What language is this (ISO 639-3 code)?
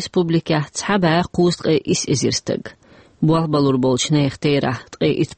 che